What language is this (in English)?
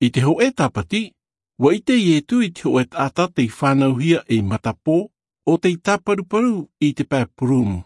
Tahitian